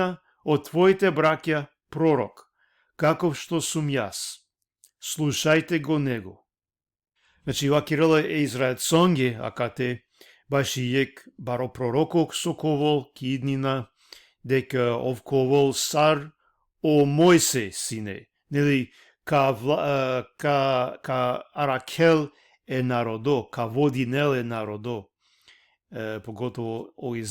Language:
Balkan Romani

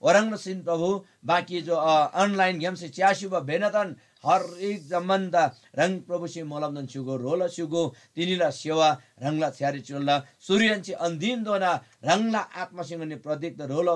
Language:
Eastern Tamang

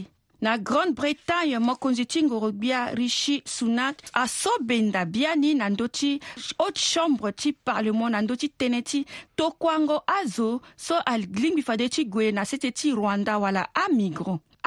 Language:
Sango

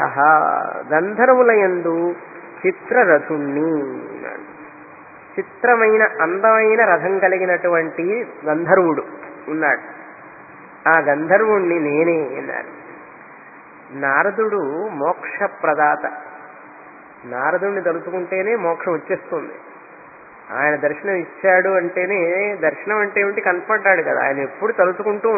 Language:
Telugu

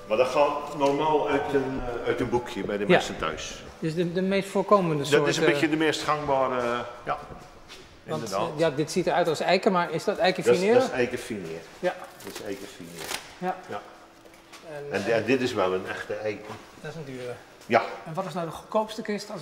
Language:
Dutch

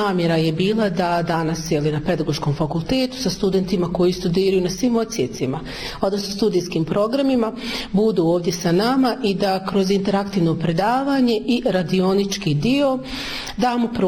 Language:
Bosnian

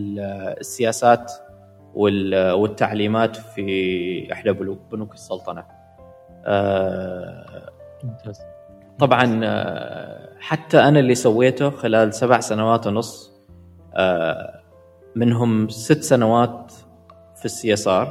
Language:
Gulf Arabic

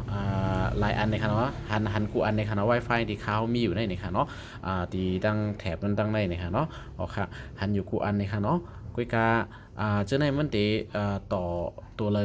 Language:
Shan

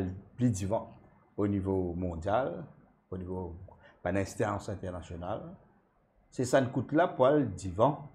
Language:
Morisyen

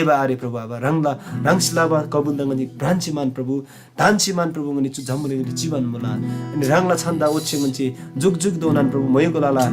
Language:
Eastern Tamang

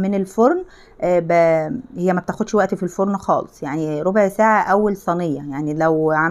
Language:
Egyptian Arabic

